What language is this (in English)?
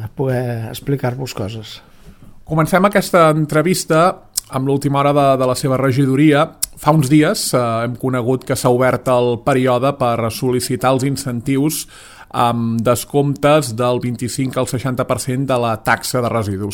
Catalan